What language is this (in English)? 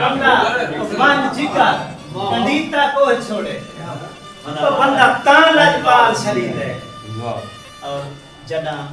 Saraiki